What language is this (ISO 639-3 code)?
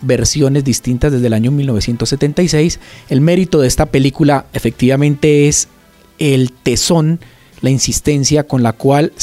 spa